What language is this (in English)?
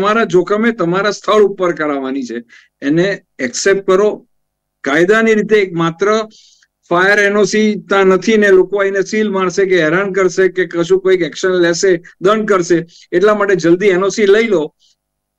Gujarati